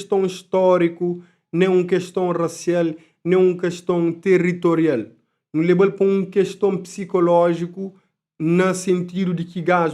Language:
Kabuverdianu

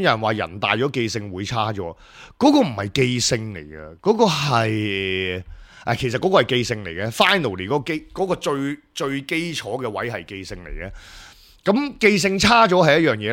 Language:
Cantonese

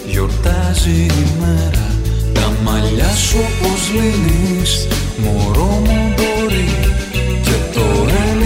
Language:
Greek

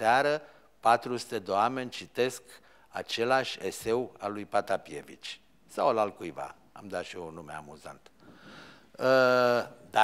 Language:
Romanian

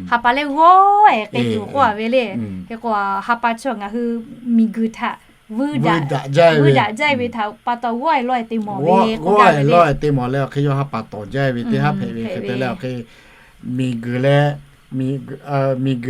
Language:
Lahu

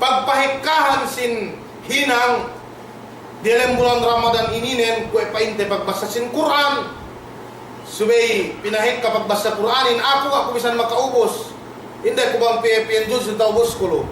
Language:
Yakan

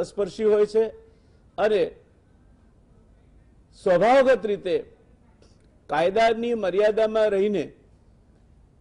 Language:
Gujarati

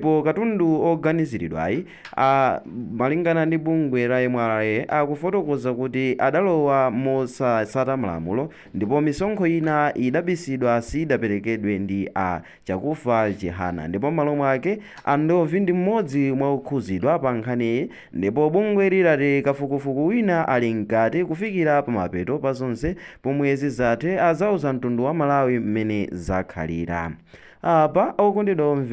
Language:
Nyanja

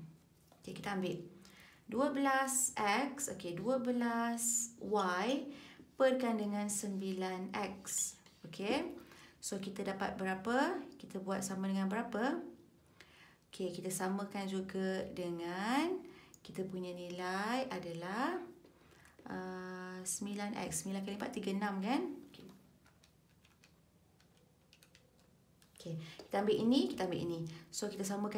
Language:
Malay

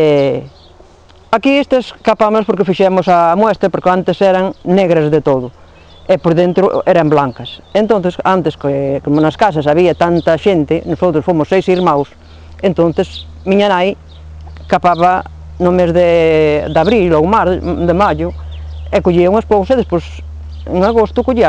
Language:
Galician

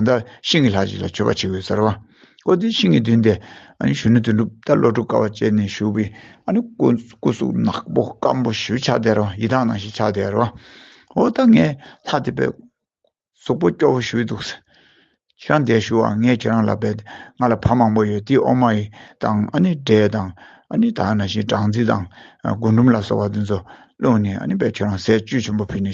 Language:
Tibetan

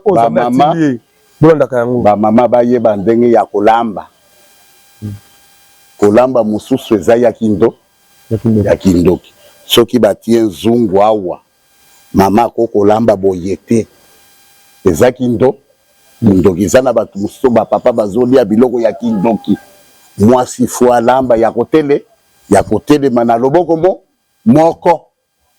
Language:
Lingala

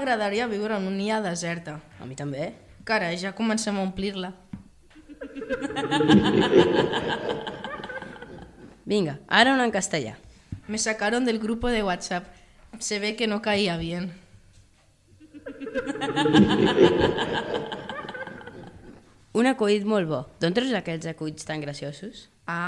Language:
Catalan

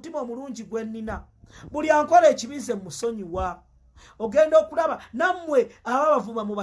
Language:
Ganda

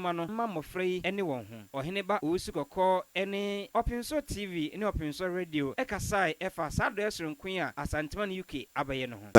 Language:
Akan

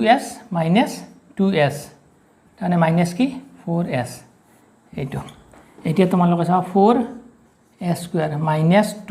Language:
Assamese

